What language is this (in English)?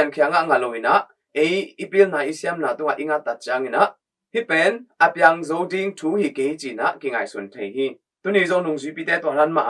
Tedim Chin